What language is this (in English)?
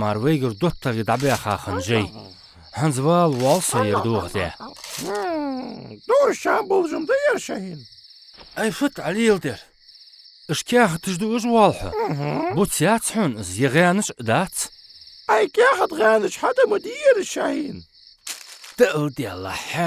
Ingush